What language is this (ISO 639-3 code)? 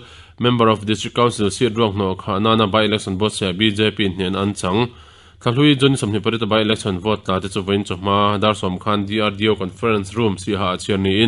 lus